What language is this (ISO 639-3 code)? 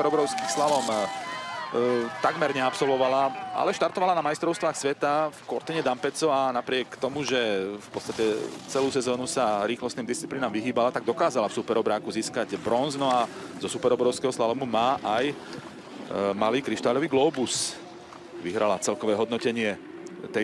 slk